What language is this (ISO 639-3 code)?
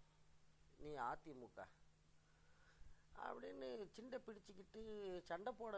tam